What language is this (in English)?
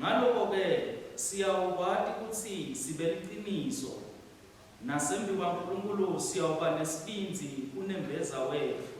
Swati